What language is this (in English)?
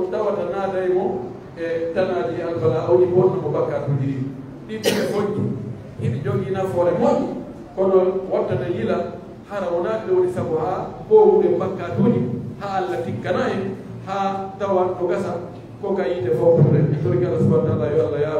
Pular